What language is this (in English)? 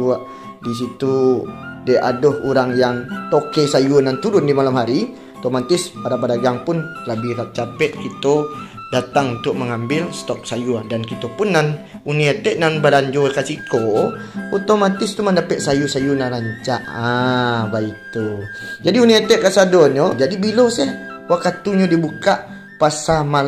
Minangkabau